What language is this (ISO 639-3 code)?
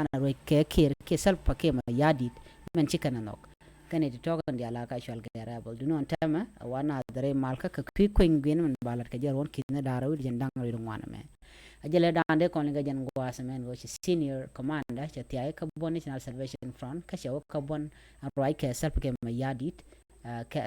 nus